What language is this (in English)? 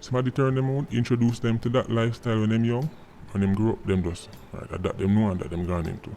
Jamaican Creole English